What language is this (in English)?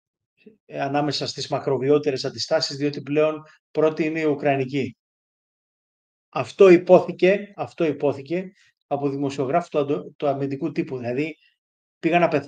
Greek